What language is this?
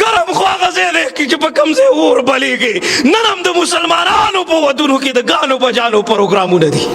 Pashto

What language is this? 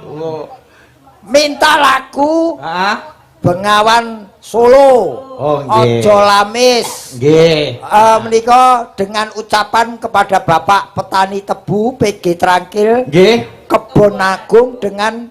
Javanese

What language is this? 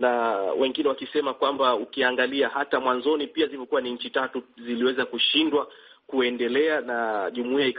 Swahili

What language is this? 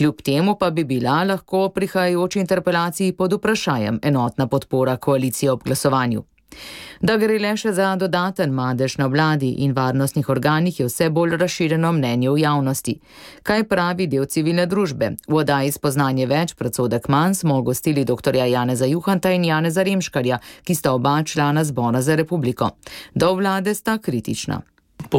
Slovenian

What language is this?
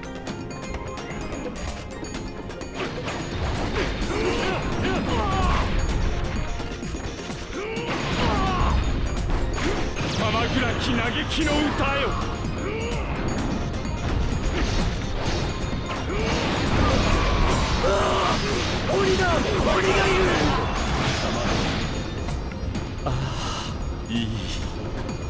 Japanese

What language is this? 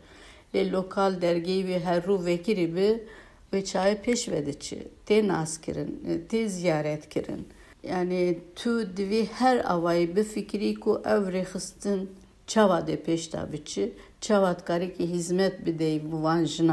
Kurdish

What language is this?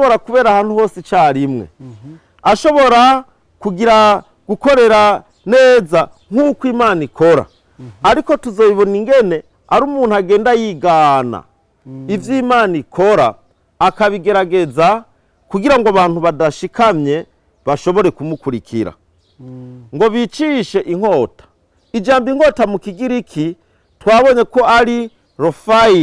Rundi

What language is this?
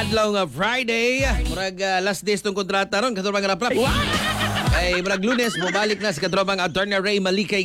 Cebuano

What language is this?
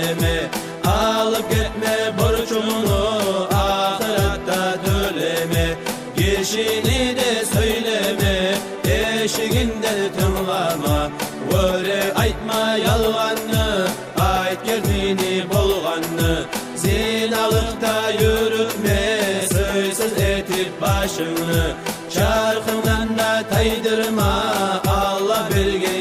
Kumyk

